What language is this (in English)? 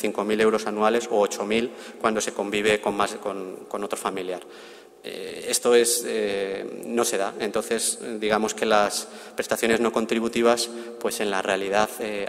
Spanish